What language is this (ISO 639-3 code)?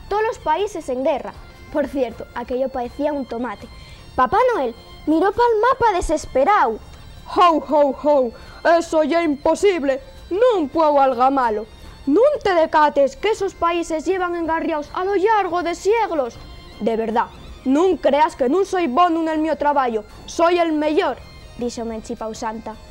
ast